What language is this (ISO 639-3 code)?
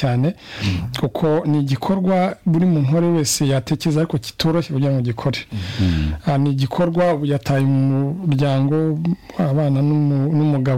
kin